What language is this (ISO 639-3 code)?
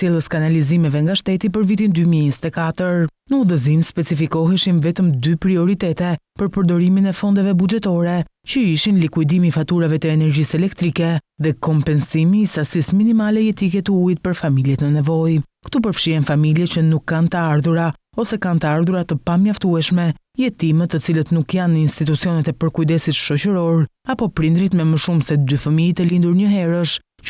sqi